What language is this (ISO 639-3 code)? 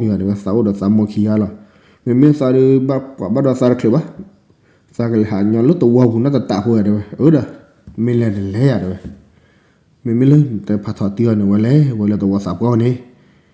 ksw